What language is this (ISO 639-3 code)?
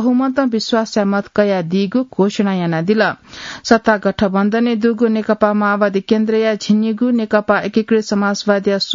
new